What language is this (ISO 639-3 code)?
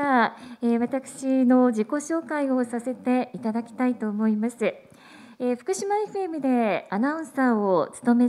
jpn